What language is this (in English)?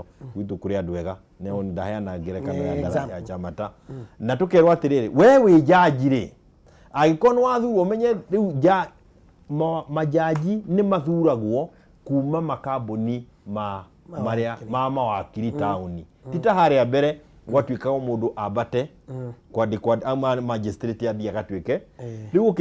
Kikuyu